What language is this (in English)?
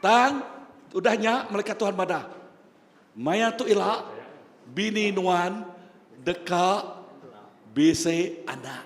Iban